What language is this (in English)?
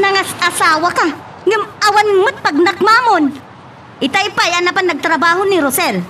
Iloko